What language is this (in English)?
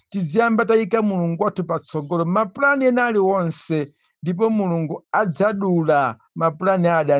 Nyanja